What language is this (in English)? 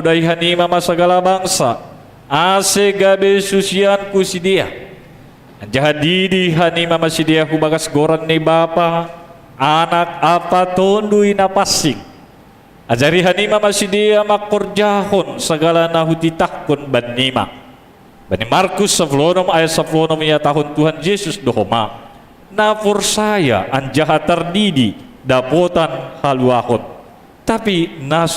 Batak Simalungun